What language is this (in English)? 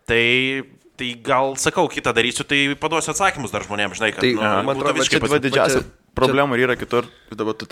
Lithuanian